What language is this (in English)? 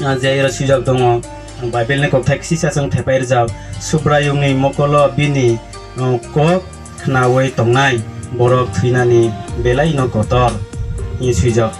Kok Borok